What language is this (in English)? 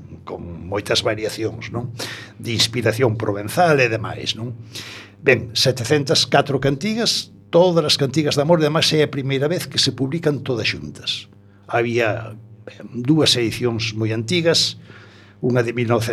Galician